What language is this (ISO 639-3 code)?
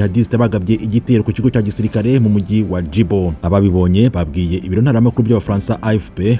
kin